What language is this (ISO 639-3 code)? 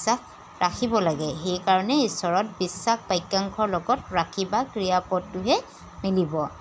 asm